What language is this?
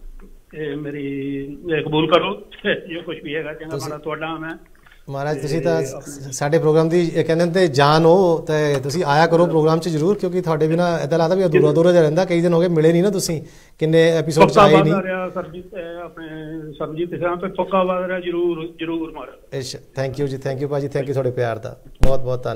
Punjabi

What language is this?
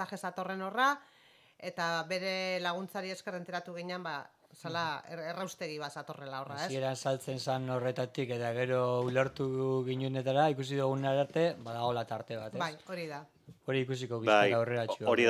Basque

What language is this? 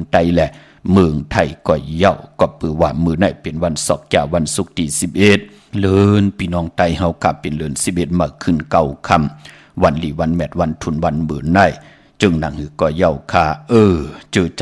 Shan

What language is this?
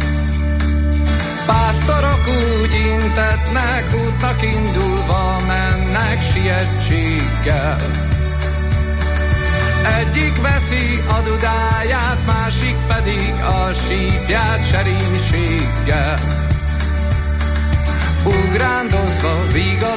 Hungarian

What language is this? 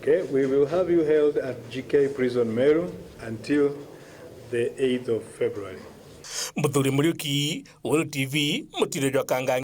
Meru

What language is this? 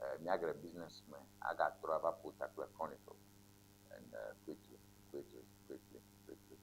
Ewe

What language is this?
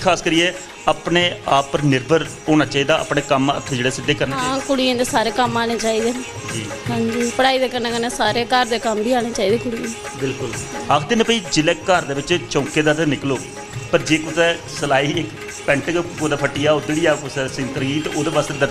Dogri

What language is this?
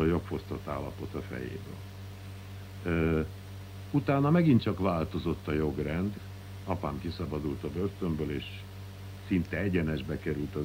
Hungarian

